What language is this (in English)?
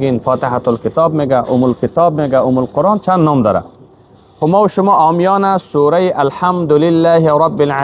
Persian